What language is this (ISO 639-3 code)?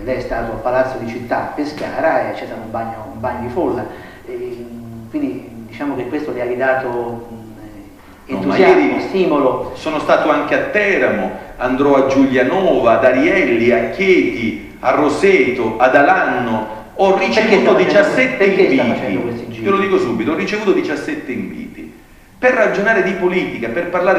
ita